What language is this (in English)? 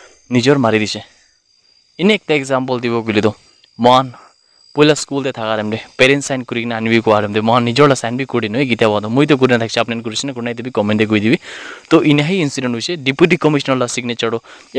Naga Pidgin